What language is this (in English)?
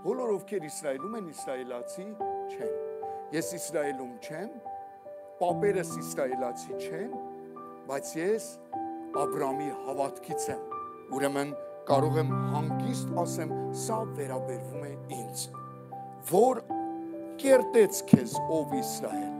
Armenian